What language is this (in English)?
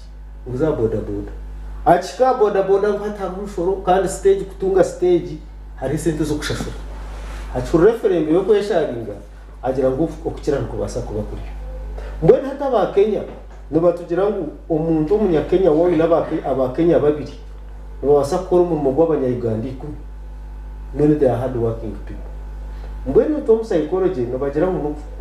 Nyankole